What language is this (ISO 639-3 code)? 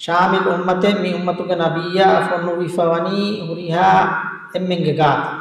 div